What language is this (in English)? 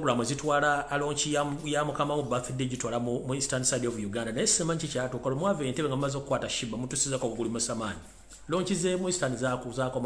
Ganda